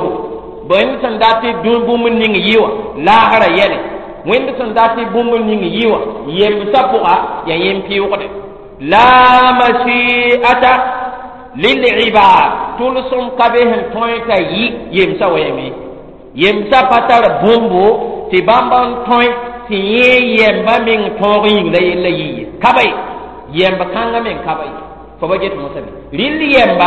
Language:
Mossi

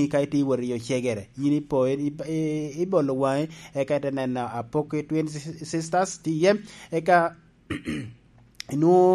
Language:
Lango (Uganda)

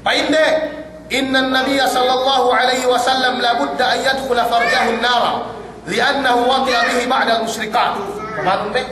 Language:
Yakan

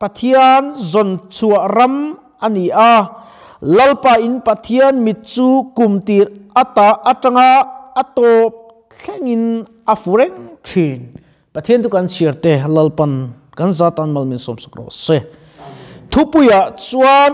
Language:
Mizo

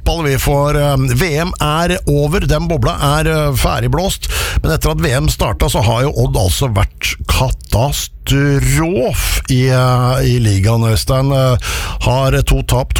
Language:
Norwegian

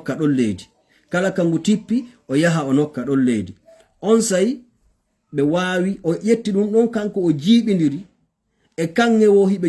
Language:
Fula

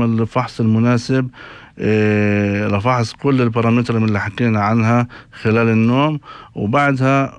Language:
North Levantine Arabic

